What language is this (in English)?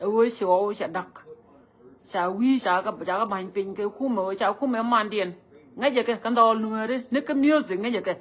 Nuer